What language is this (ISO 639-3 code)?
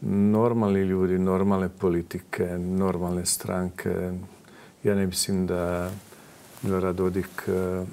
bos